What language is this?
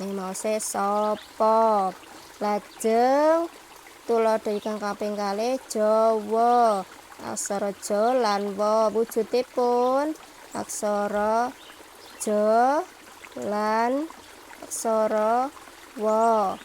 Javanese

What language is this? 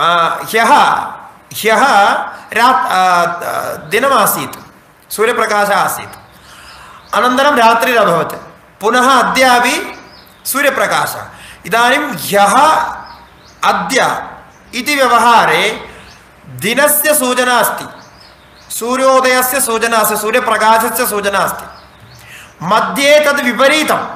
Sanskrit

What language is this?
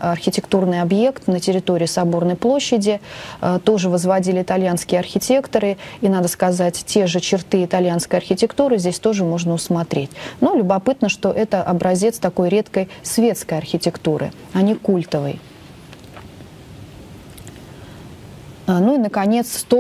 Russian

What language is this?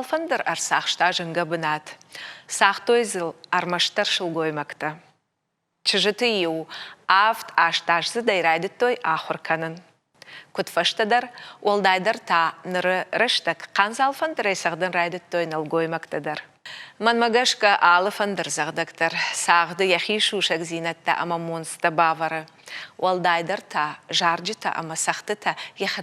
Ossetic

